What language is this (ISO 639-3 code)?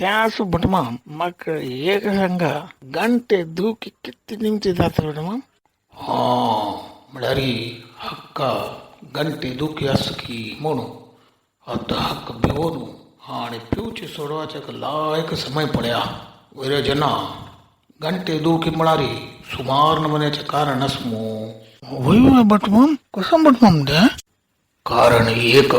kok